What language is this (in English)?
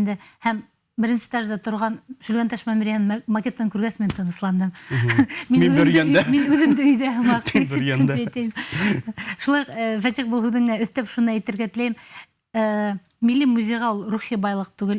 Bashkir